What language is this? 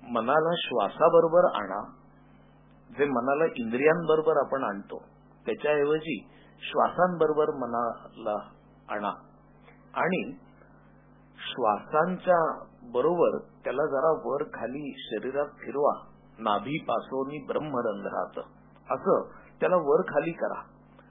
Marathi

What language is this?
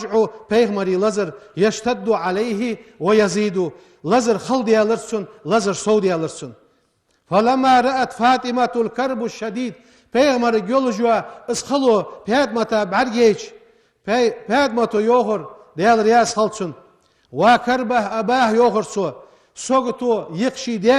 Ingush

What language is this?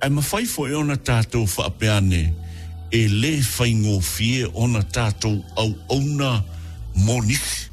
Samoan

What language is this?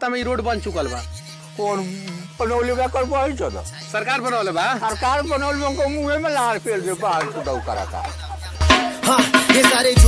Bhojpuri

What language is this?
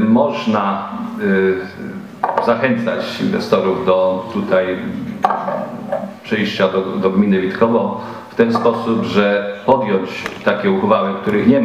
Polish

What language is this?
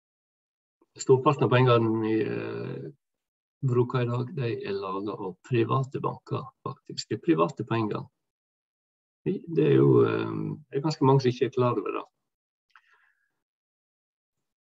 Norwegian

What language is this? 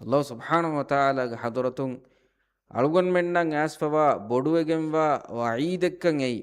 Divehi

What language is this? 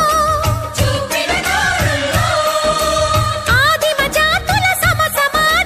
Telugu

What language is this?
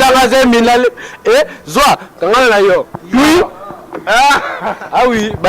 Lingala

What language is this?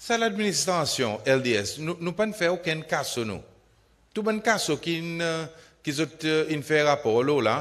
Seselwa Creole French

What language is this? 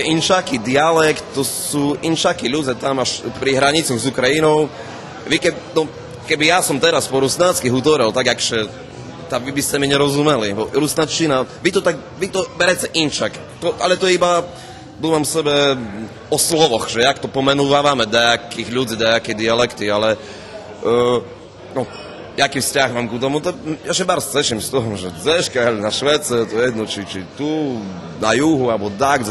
Rusyn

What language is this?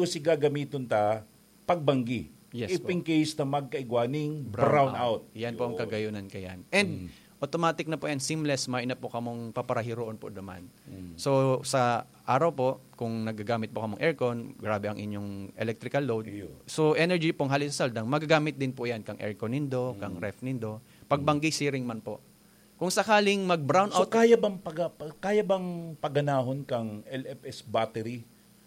Bikol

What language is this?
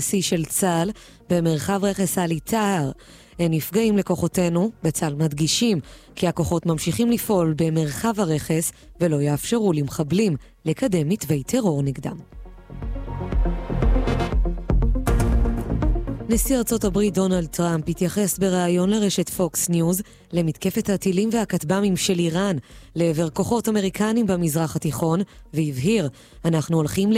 Hebrew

